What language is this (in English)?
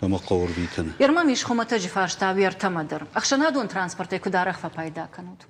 Ossetic